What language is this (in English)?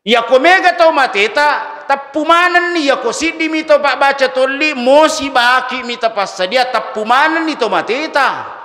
Buginese